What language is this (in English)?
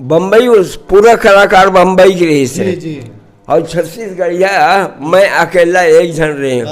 Chhattisgarhi